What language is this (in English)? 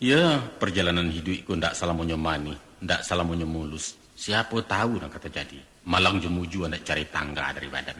Minangkabau